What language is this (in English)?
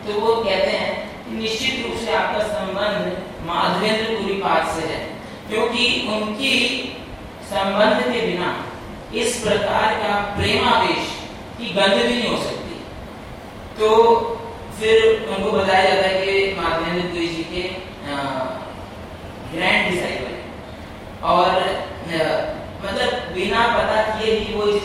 Hindi